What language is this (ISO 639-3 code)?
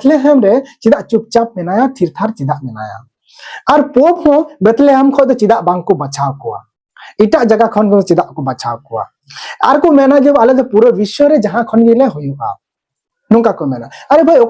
sat